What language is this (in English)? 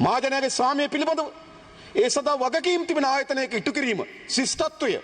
Sinhala